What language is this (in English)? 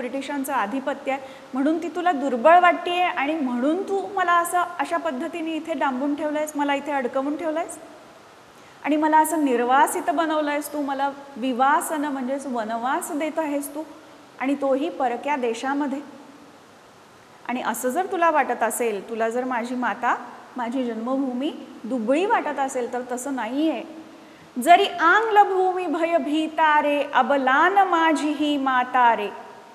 Marathi